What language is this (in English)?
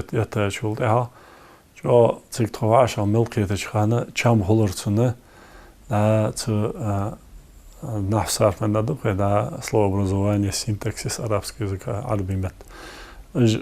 Ingush